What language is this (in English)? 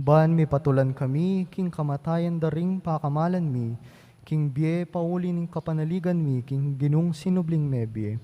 Pampanga